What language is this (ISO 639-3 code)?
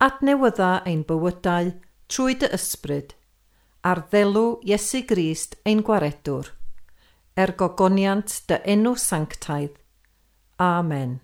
cym